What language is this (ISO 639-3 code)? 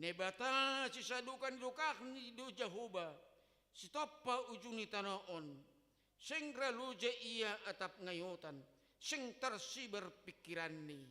bts